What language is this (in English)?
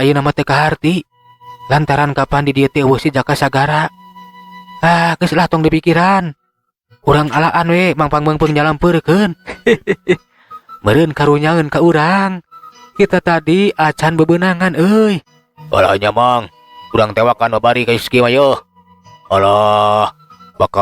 Sundanese